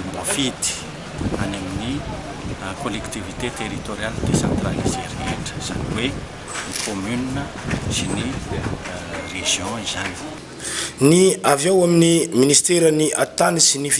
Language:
Malagasy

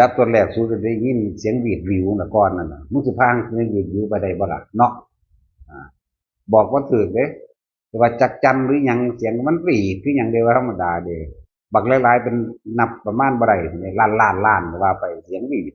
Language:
Northeastern Thai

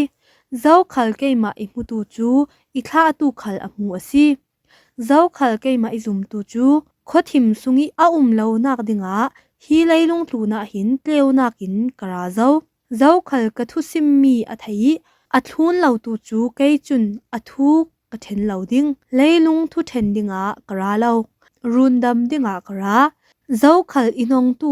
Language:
Falam Chin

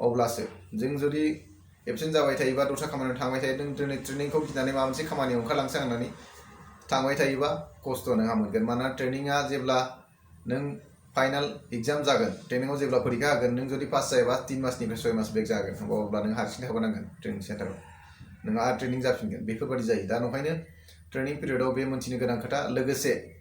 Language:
Bodo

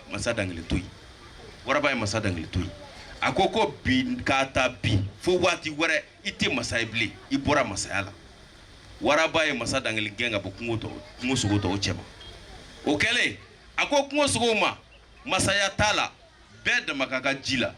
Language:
Bambara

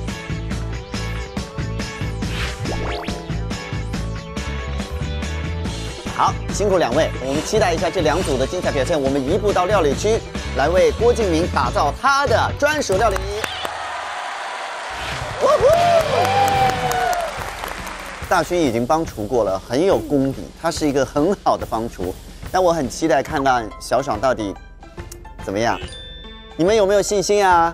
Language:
Chinese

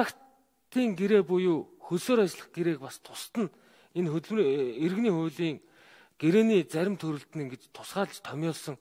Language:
Mongolian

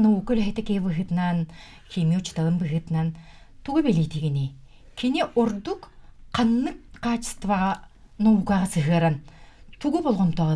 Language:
Yakut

